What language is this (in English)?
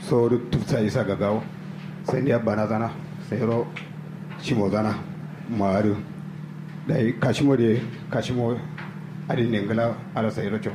Kanuri